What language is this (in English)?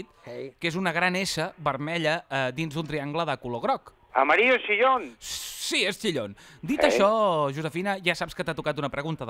Catalan